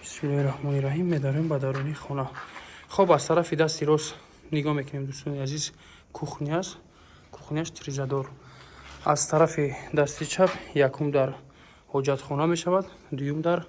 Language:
Tajik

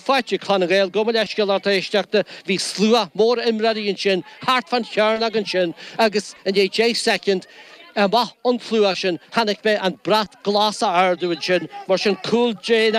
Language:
Irish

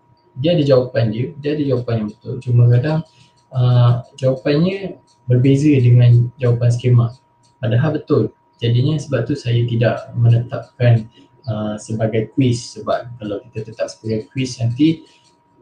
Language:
Malay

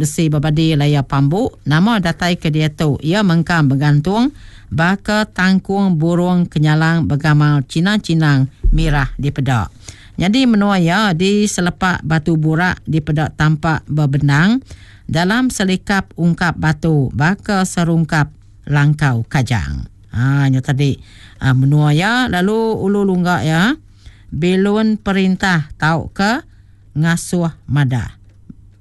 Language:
Iban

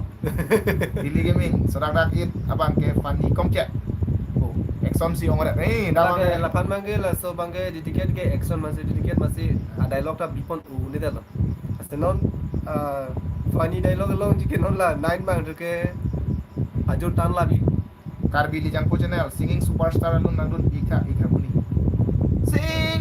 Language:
Karbi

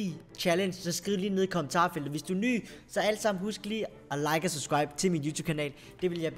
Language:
Danish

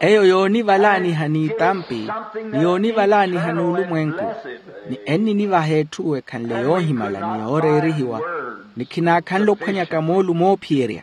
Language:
Makhuwa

